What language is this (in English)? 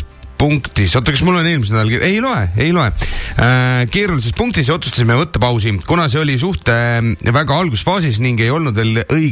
Estonian